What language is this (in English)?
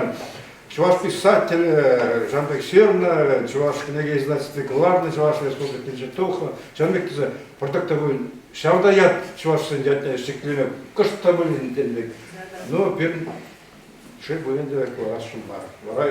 Chuvash